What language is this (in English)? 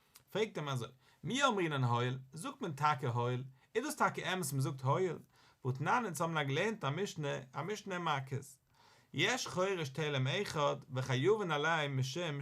Yiddish